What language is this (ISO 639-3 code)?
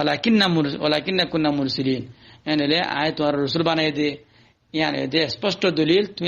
rhg